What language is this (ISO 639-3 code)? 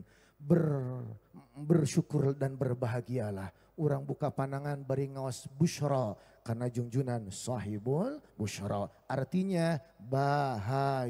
sun